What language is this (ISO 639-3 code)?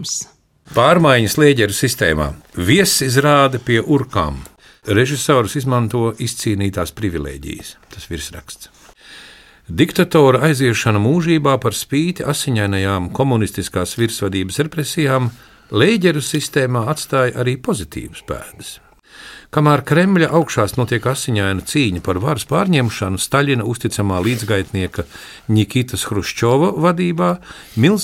lav